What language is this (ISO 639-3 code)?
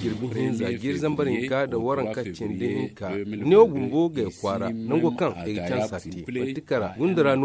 dje